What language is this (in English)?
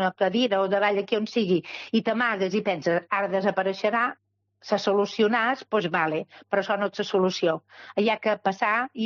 Catalan